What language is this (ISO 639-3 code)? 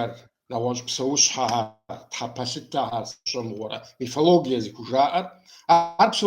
kbd